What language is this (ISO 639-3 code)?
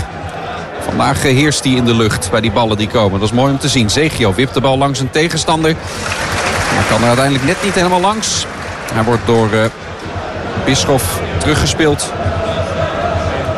nld